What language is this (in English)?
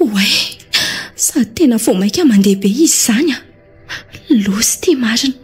Malagasy